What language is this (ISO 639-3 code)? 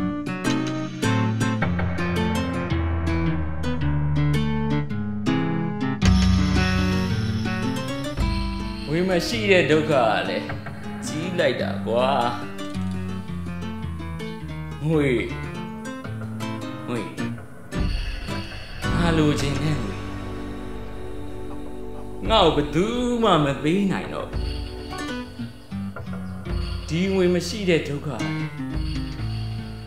mya